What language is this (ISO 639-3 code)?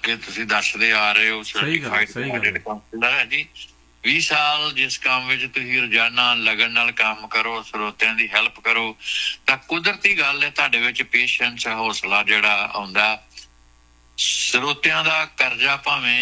pan